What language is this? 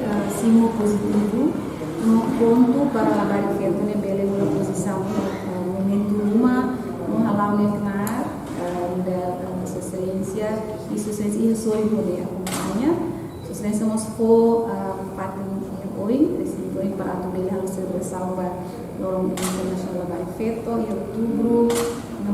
Tetum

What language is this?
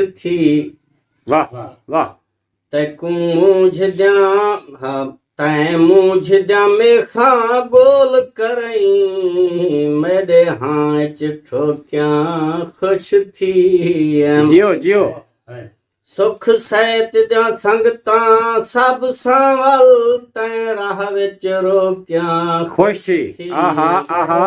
Saraiki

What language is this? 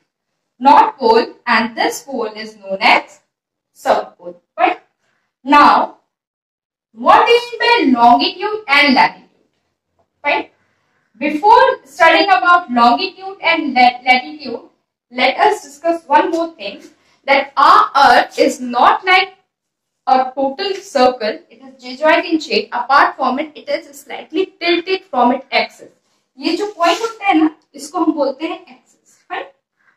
English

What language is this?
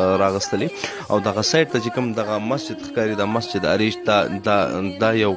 Pashto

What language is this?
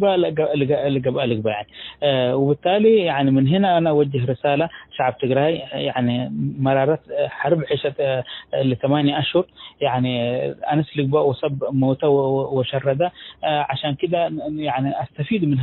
Tigre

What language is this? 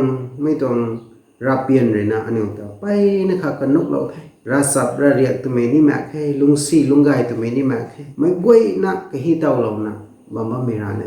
Rongmei Naga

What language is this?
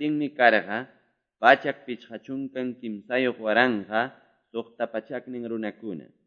Quechua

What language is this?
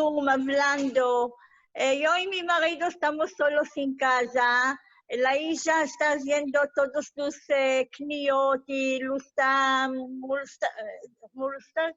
Ladino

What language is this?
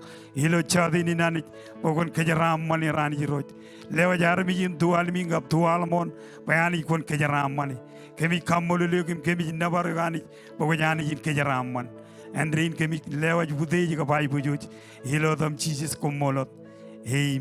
Marshallese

